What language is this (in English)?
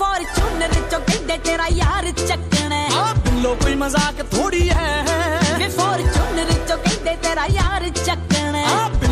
Punjabi